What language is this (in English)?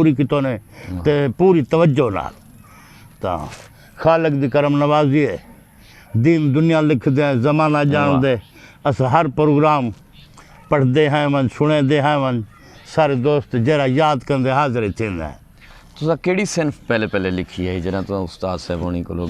Saraiki